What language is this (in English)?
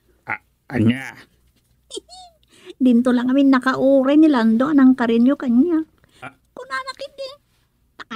Iloko